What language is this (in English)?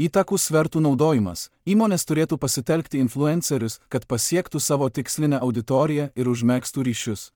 Lithuanian